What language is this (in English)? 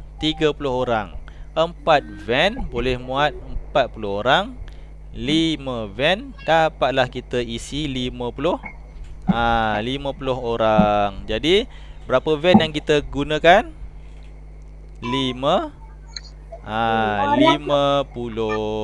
Malay